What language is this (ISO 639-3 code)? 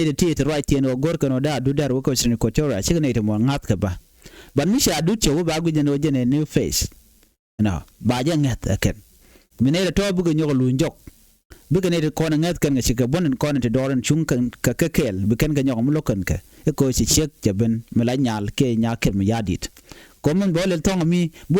nus